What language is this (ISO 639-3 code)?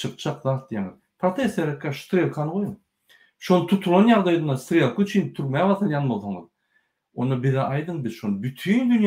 tuk